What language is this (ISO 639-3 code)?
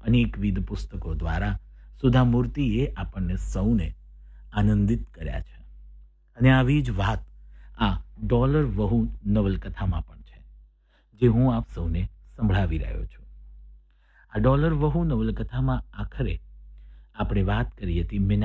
guj